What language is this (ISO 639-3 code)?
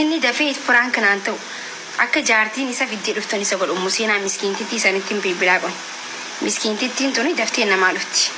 orm